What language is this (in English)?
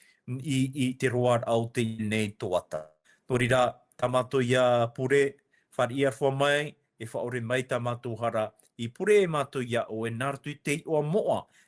Tahitian